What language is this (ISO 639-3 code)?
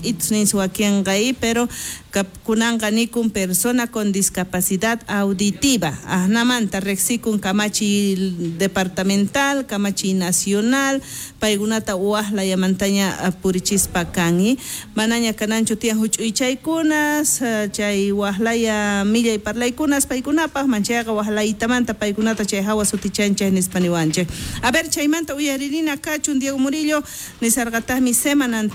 quh